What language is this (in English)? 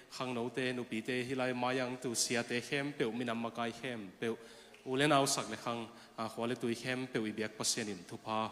Tedim Chin